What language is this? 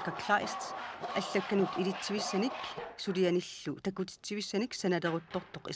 Kalaallisut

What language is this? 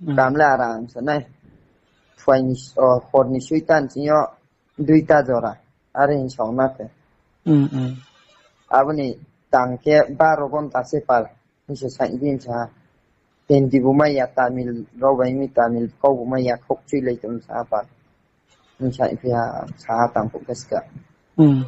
Riang (India)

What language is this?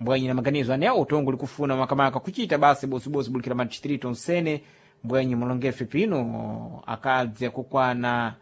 Sena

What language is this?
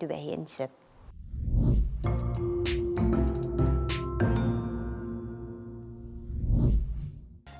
Yakut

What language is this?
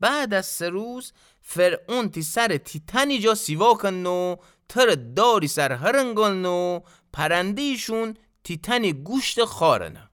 Gilaki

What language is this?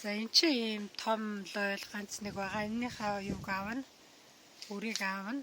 Mongolian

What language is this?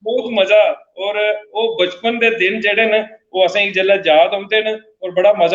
Dogri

